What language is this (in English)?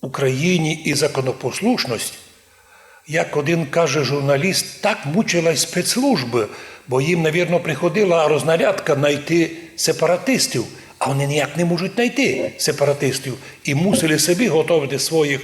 Rusyn